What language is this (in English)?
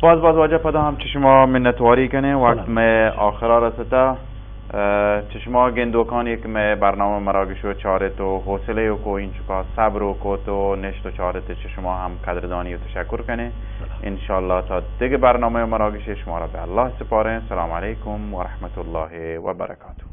Baluchi